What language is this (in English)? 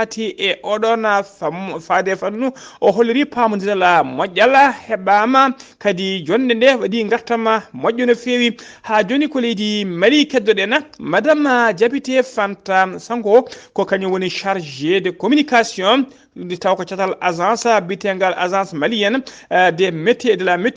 Fula